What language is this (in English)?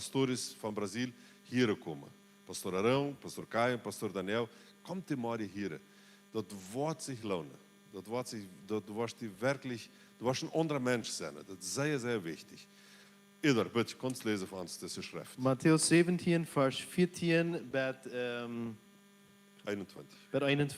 Plautdietsch